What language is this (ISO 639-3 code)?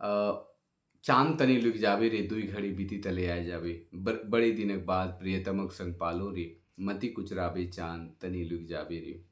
sck